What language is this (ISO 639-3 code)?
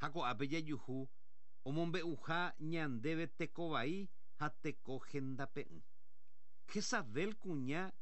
grn